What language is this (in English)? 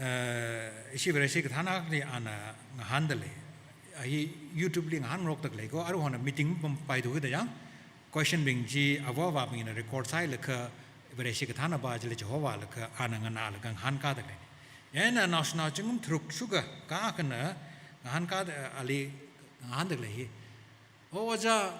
Tangkhul Naga (India)